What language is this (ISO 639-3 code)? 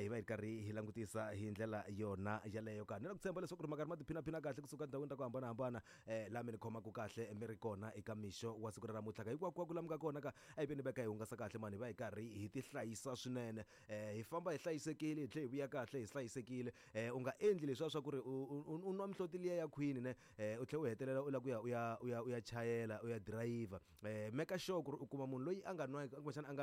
tso